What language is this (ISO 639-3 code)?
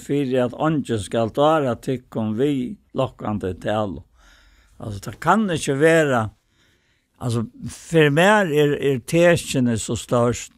fao